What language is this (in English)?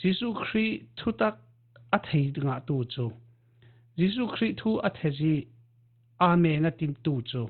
Falam Chin